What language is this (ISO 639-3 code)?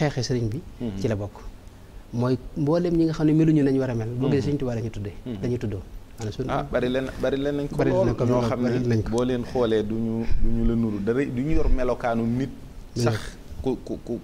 wol